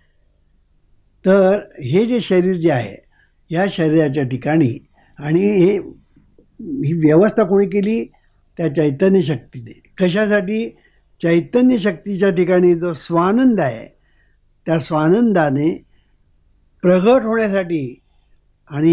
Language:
Marathi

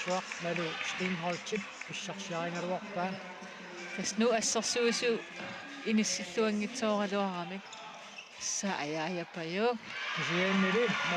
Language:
Kalaallisut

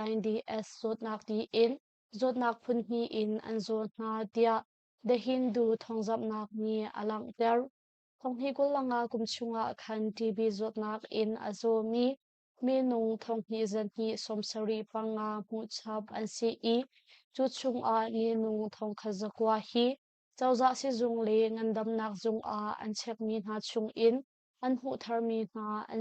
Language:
Hakha Chin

